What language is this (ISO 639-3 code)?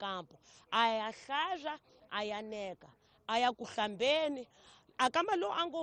tso